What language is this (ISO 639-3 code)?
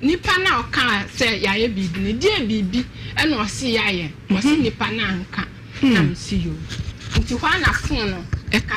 aka